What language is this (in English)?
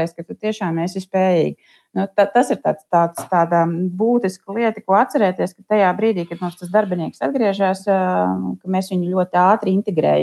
Latvian